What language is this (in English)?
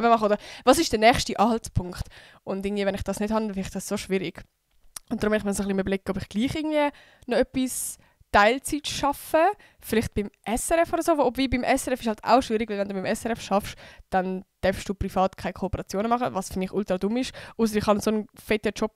Swiss German